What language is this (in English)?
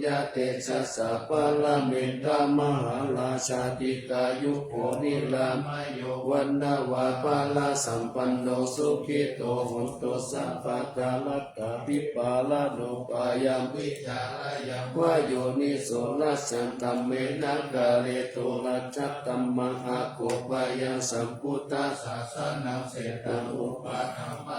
Pali